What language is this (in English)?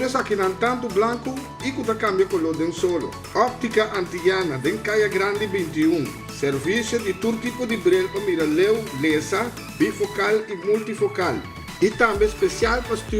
Papiamento